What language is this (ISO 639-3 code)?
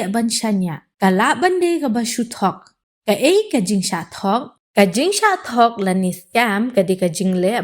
kha